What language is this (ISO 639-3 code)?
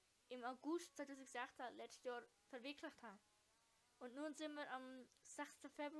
gsw